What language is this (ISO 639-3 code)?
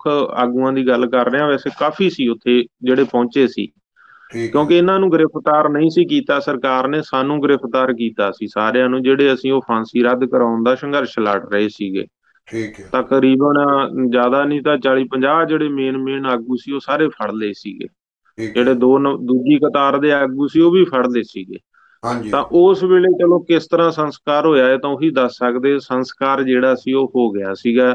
pan